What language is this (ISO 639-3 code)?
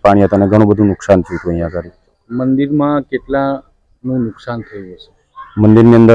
guj